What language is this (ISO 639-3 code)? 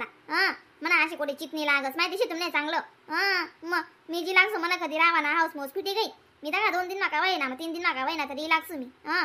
khn